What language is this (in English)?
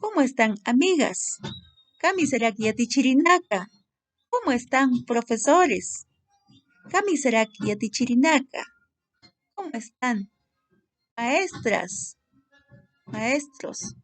Aymara